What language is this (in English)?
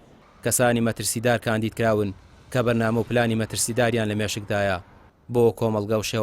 Central Kurdish